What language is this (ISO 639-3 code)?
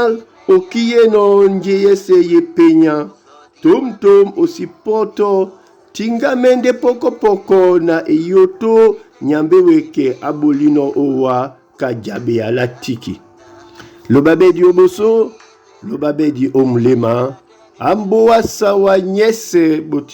dua